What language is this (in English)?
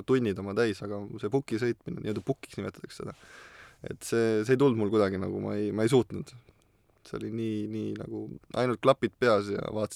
Estonian